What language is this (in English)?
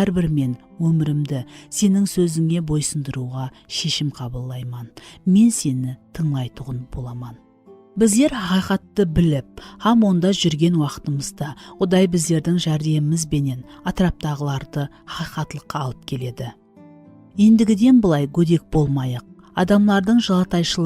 Kara-Kalpak